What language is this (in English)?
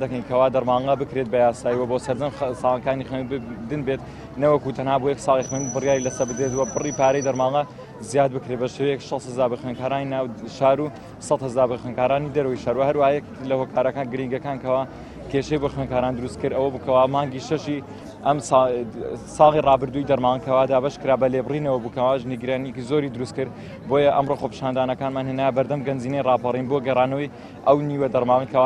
Central Kurdish